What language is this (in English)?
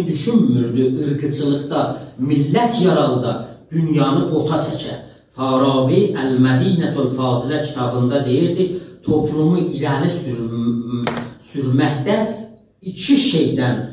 South Azerbaijani